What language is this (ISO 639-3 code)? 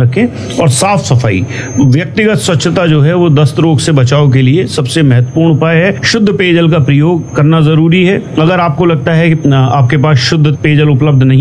hin